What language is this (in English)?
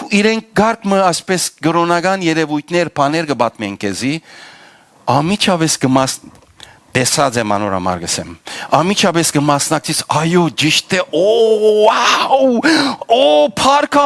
Western Armenian